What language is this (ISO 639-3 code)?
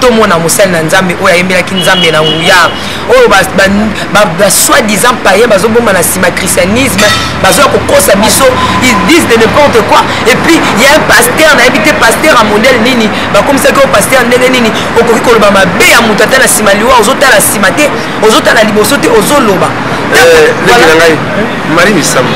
lin